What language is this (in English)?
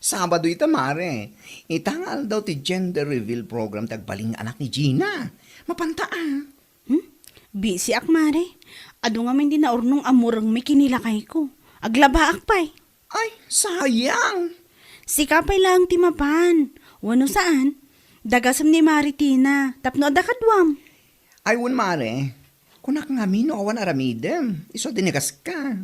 Iloko